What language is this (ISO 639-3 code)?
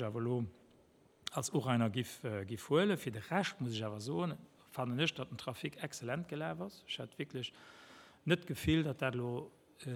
ltz